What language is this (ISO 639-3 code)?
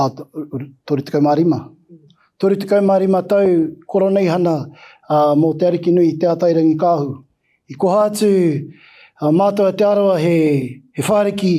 mri